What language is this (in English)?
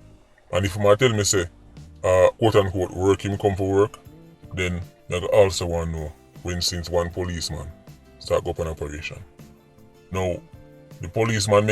Jamaican Creole English